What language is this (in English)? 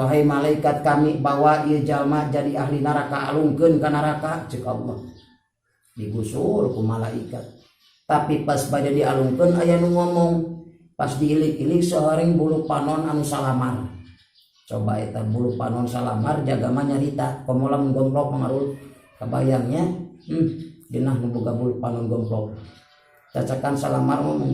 Sundanese